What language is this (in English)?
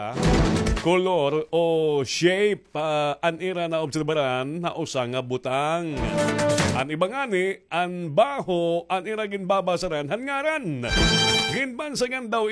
Waray